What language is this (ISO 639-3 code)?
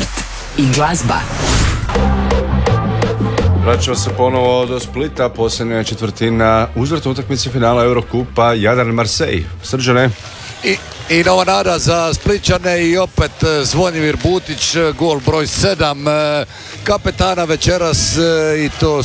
hrv